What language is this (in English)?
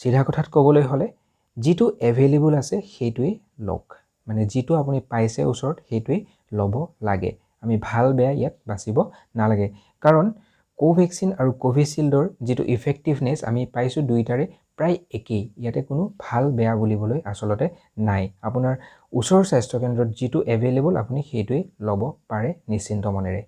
Assamese